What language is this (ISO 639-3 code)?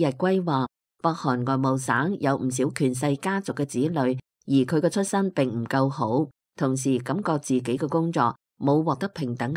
yue